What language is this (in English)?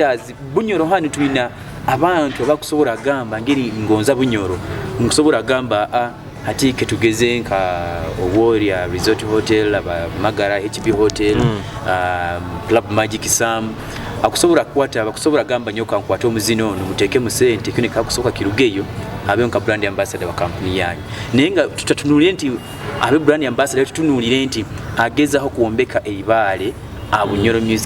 Nyoro